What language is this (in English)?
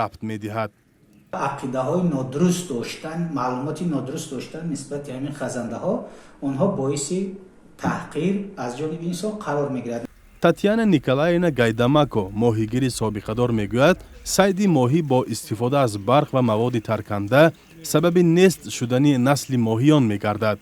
Tajik